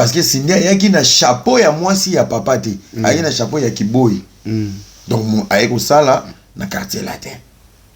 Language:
Lingala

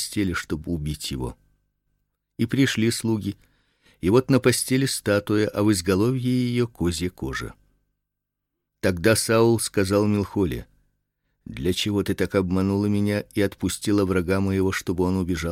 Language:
Russian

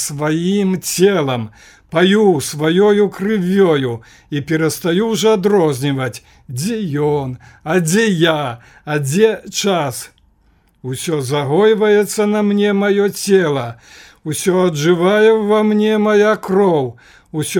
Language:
Belarusian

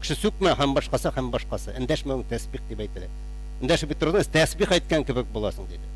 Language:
Tatar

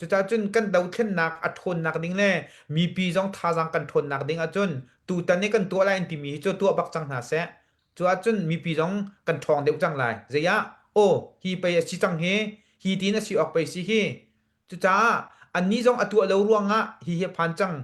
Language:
Hakha Chin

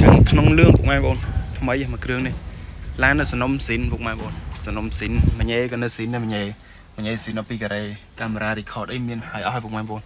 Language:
Khmer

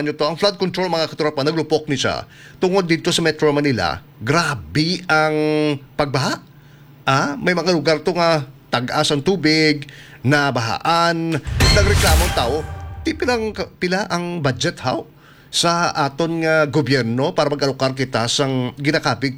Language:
Hiligaynon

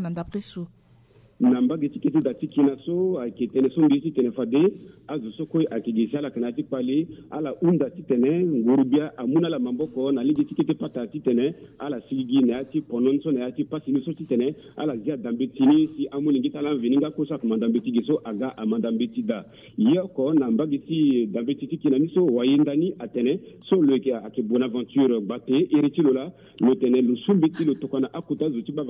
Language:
Sango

